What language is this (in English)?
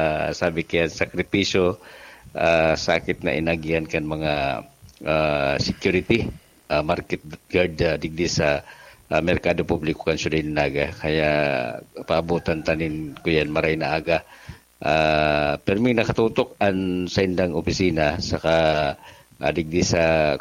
Bikol